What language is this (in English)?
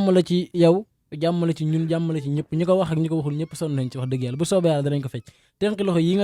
Wolof